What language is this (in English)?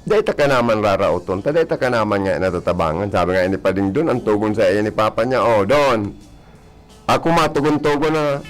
Bikol